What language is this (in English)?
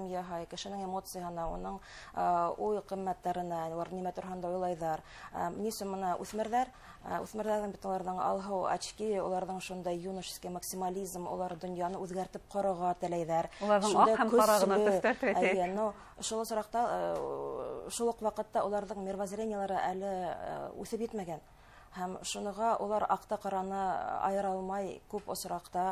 Bashkir